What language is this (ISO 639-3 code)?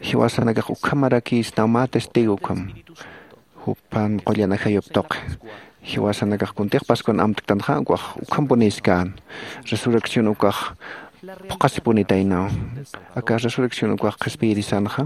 aym